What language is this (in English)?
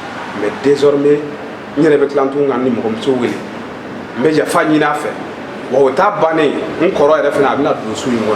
Bambara